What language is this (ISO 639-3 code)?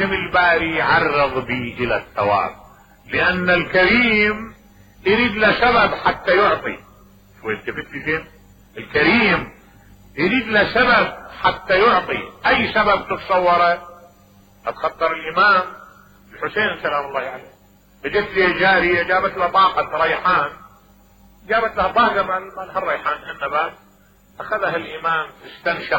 acm